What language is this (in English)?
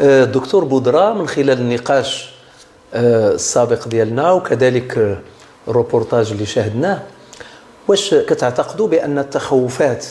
Moroccan Arabic